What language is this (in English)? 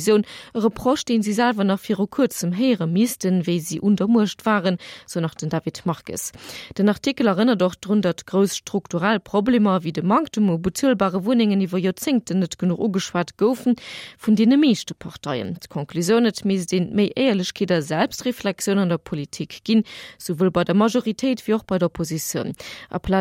Luxembourgish